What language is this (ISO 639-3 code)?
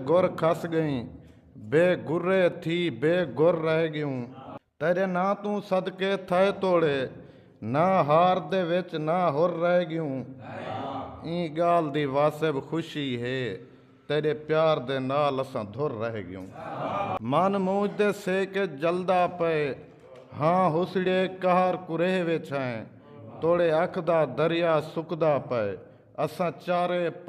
skr